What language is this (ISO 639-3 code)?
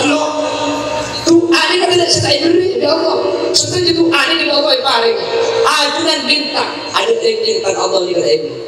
mad